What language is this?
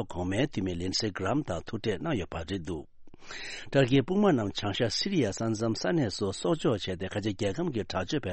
Tibetan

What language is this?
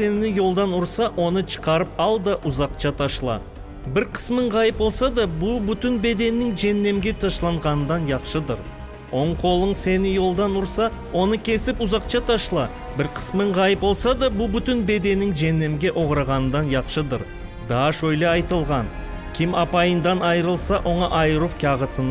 Crimean Tatar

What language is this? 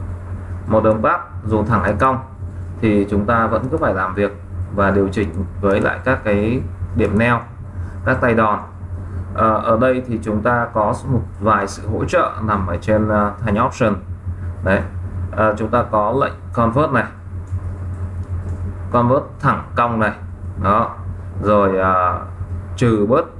Vietnamese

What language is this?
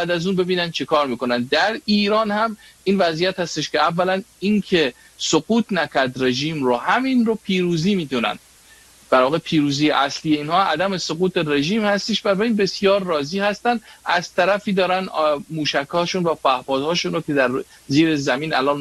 Persian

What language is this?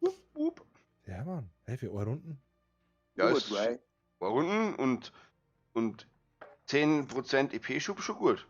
Bavarian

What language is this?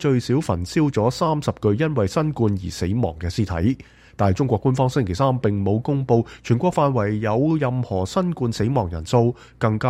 Cantonese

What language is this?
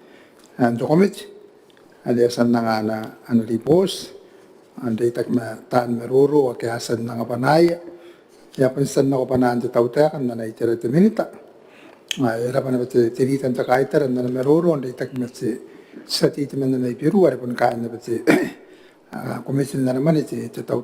Gilbertese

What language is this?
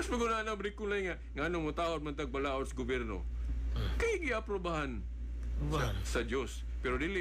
Cebuano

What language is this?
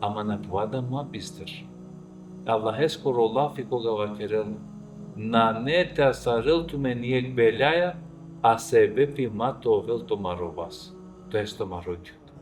Balkan Romani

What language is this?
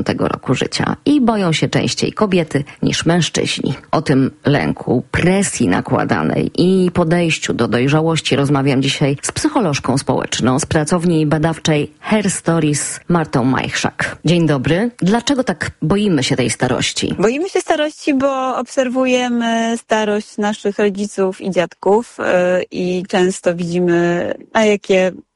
Polish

